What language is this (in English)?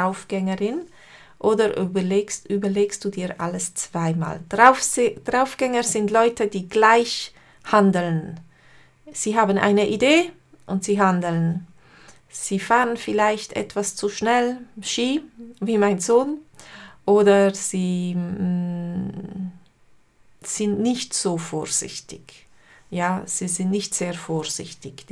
Swiss German